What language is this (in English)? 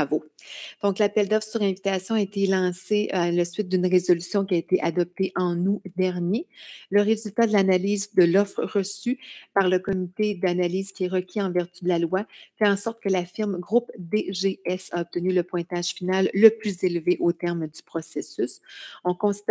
French